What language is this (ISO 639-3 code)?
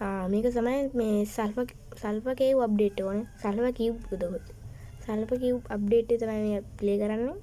sin